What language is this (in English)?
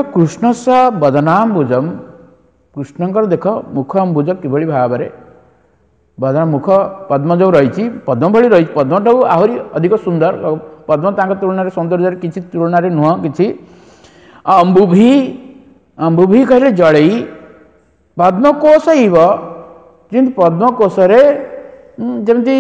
Odia